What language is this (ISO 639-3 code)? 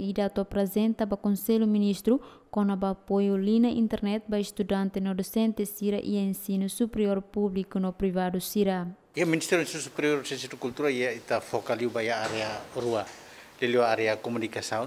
tet